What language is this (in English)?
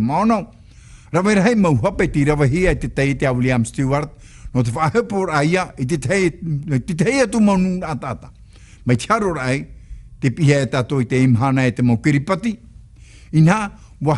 Tahitian